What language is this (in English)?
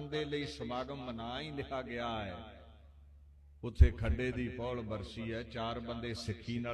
Punjabi